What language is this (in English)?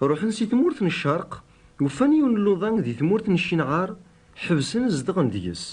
Kabyle